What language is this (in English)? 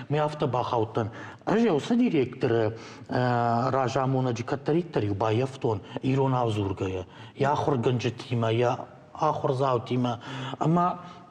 Ossetic